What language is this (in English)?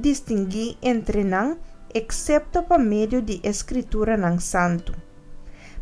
Papiamento